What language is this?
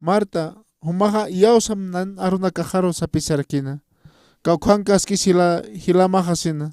Aymara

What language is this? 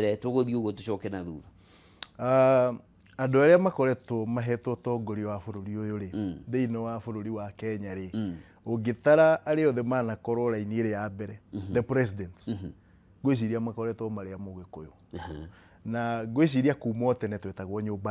Kikuyu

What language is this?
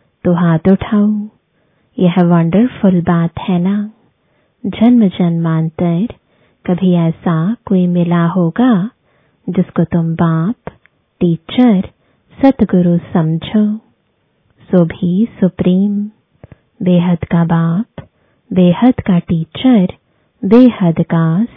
Hindi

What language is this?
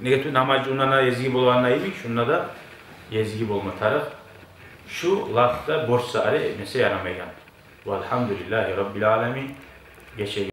Kumyk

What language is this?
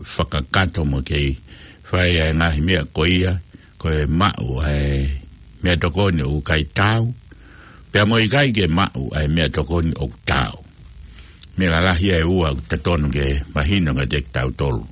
Tongan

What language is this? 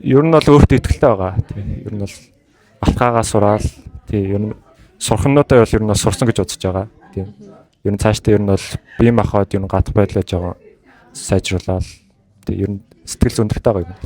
Mongolian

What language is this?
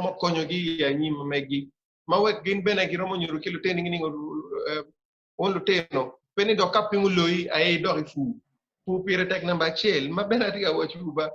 Acoli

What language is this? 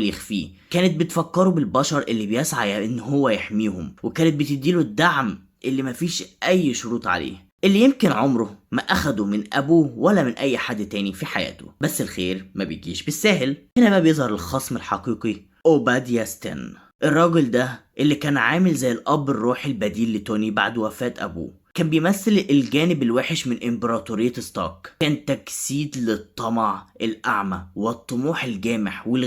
Egyptian Arabic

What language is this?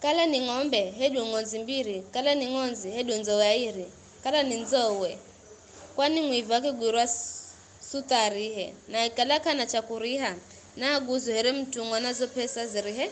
Giryama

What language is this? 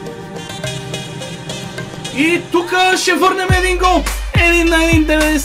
Bulgarian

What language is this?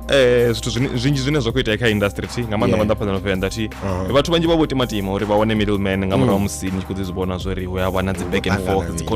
Venda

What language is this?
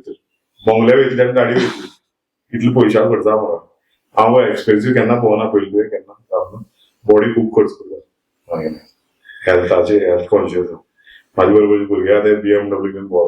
Konkani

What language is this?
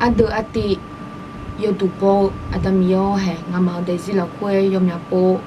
Akha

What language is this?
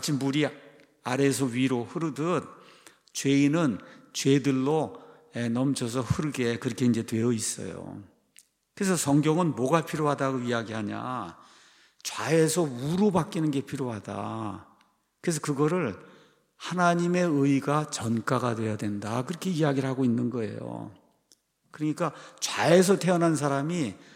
Korean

